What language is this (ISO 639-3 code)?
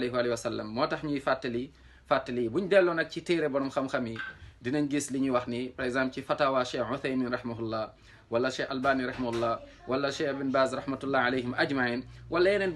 wol